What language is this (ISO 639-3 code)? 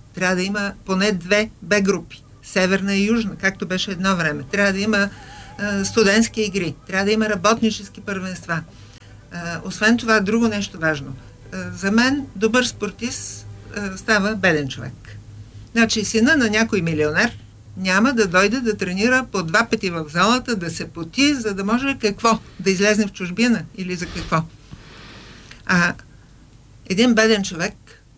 bul